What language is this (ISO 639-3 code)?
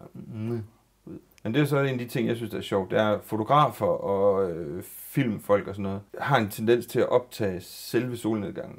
dan